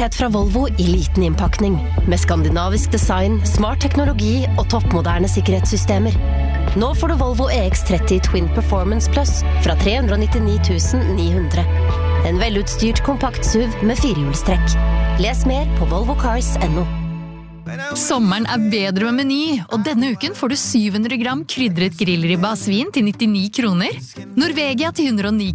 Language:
Norwegian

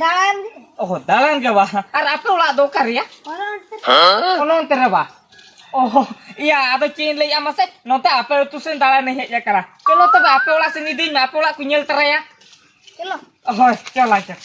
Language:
Santali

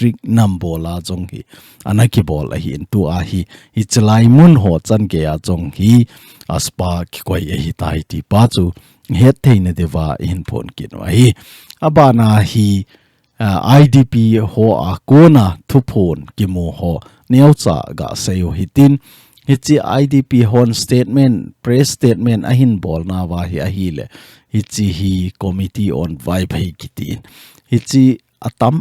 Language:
Thado Chin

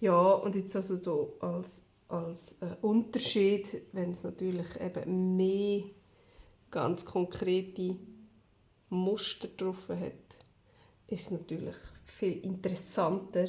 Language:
Swiss German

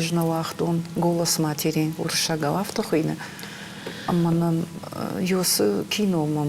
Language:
Ossetic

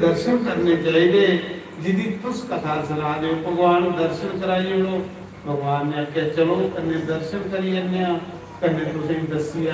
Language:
Dogri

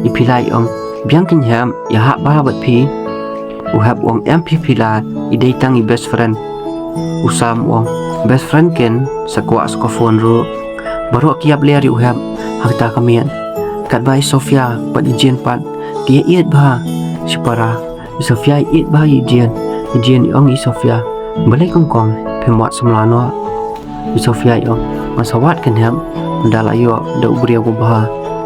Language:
Khasi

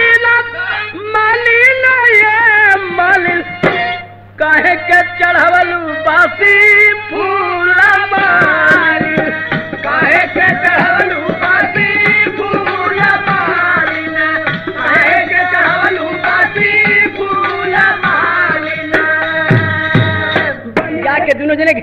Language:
Bhojpuri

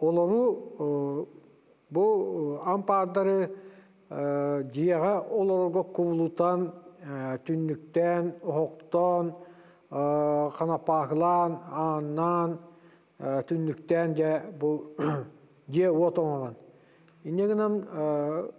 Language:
Yakut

